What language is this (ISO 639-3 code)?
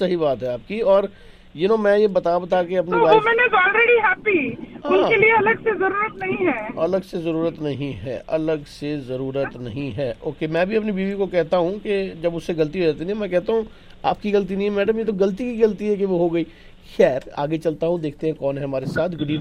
hin